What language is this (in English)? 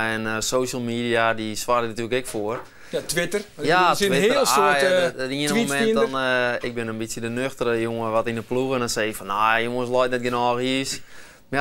Western Frisian